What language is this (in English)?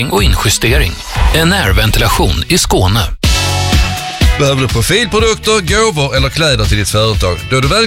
Swedish